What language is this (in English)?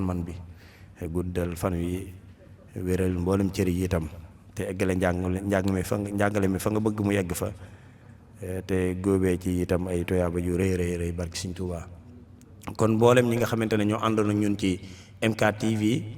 Wolof